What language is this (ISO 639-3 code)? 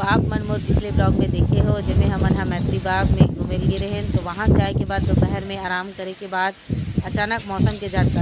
hne